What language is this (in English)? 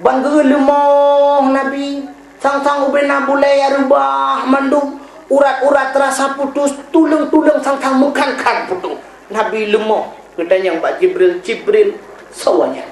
Achinese